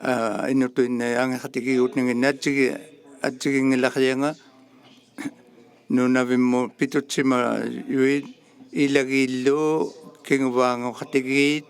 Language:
Inuktitut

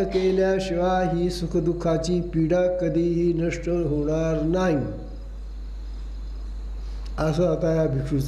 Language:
Marathi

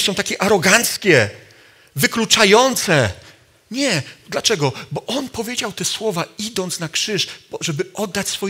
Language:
Polish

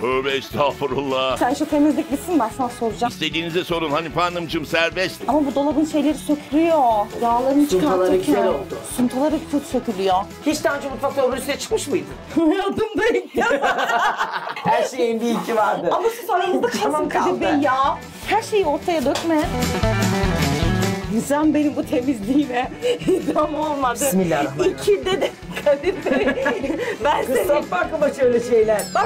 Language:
Turkish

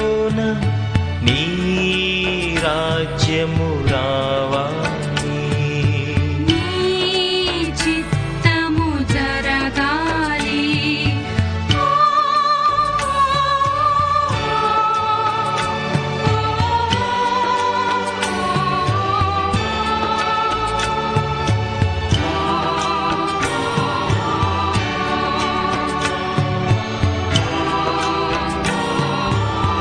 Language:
Telugu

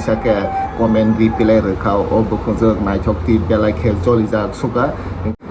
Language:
Kok Borok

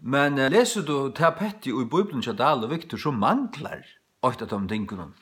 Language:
Faroese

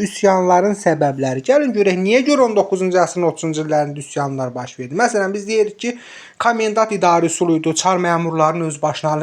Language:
Azerbaijani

